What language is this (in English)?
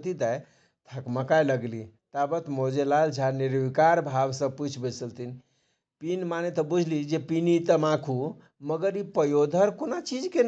Maithili